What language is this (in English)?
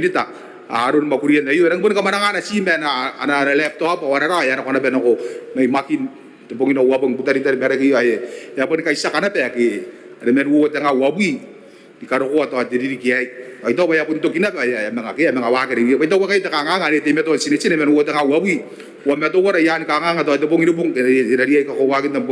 Gilbertese